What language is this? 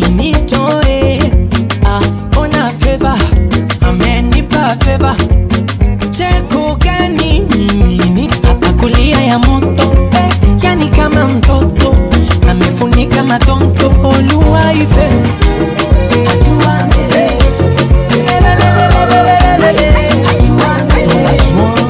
Swahili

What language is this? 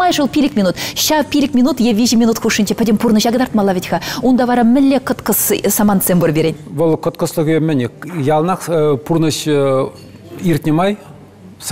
Chuvash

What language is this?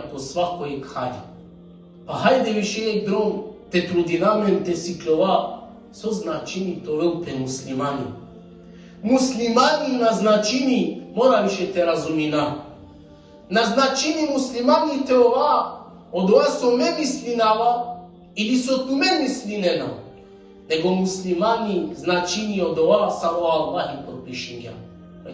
Balkan Romani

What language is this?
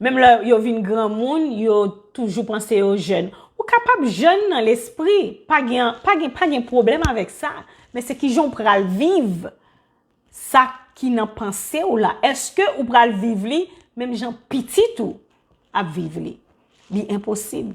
Haitian Creole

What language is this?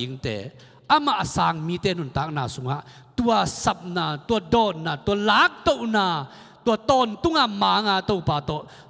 Tedim Chin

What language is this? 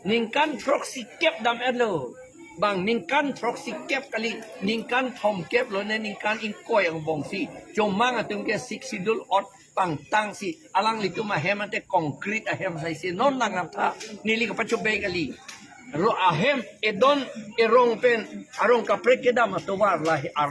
Karbi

